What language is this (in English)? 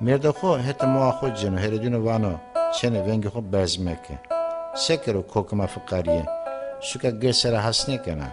Zaza